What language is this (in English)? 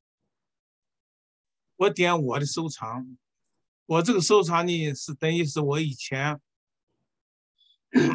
Chinese